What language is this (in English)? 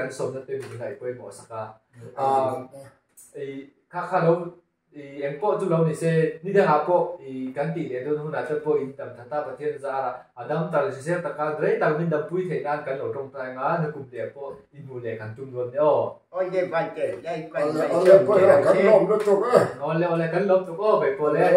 Mizo